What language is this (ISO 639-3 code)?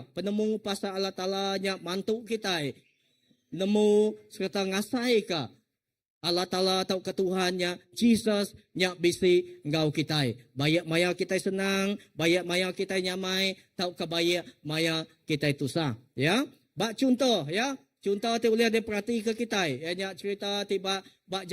iba